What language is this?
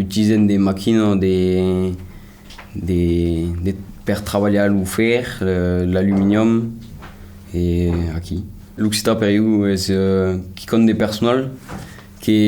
Occitan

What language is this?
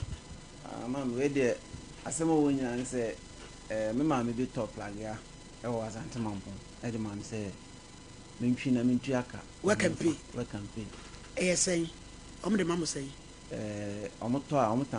Akan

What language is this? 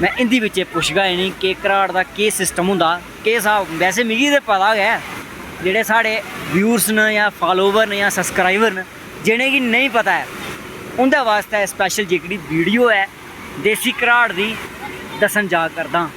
Dogri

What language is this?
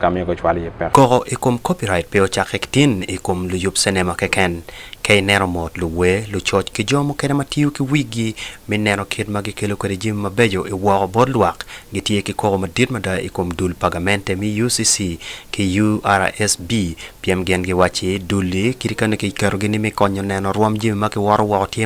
Acoli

